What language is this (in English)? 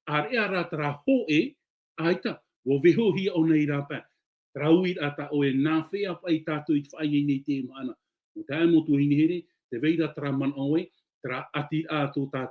Tahitian